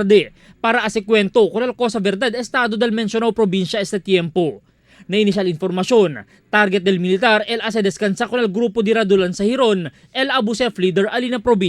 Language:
Chavacano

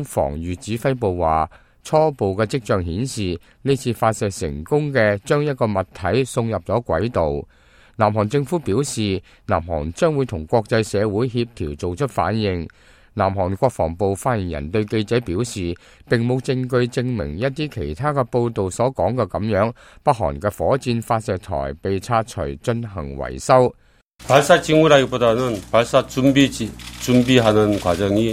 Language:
Cantonese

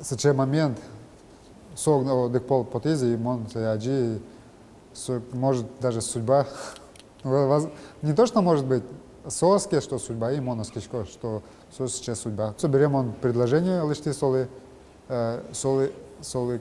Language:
Udmurt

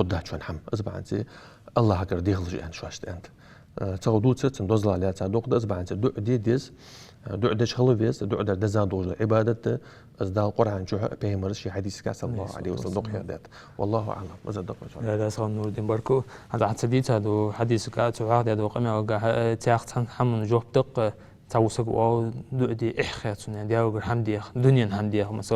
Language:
Ingush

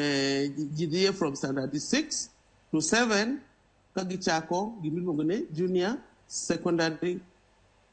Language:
Luo (Kenya and Tanzania)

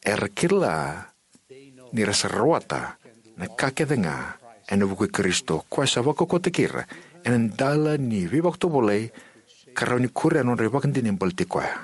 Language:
Fijian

